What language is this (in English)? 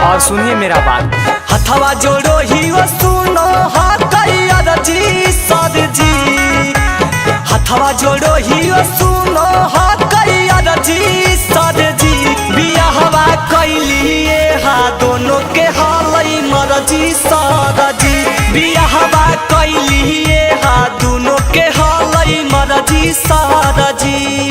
Magahi